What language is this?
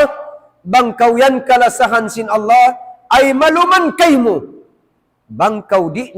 Tausug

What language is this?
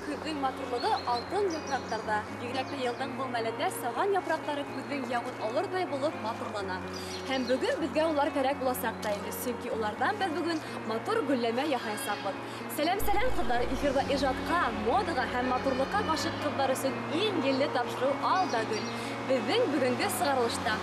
Bashkir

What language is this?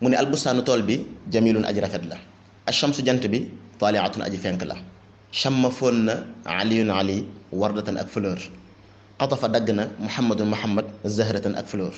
Wolof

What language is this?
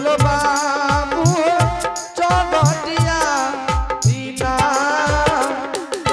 Angika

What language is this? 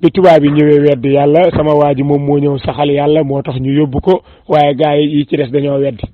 Wolof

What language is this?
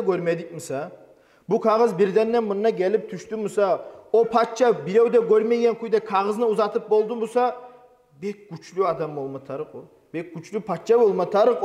Kumyk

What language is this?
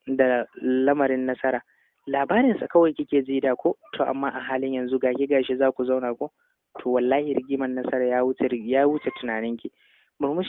Hausa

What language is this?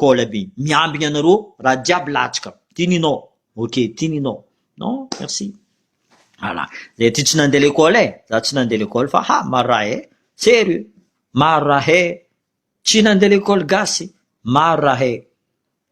Malagasy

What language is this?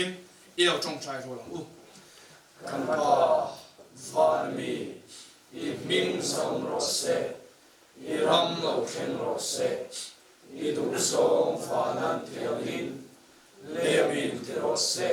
Mizo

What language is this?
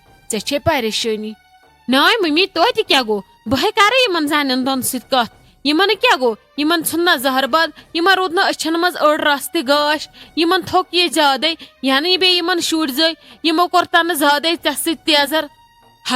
Kashmiri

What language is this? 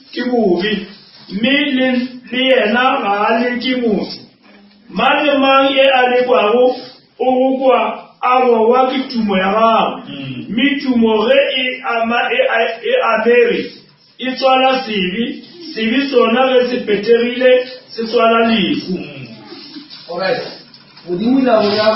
Northern Sotho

